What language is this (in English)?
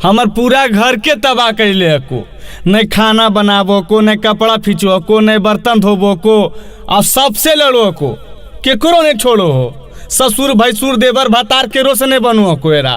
Magahi